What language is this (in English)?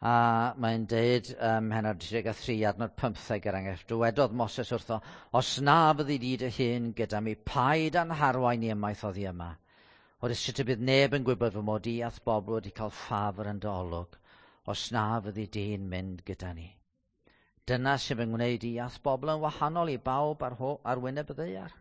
Welsh